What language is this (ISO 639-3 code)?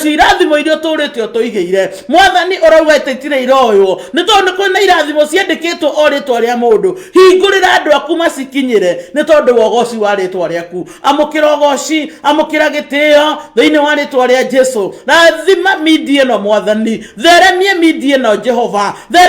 kik